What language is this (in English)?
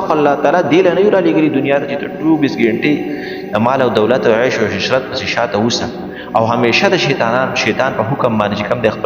Pashto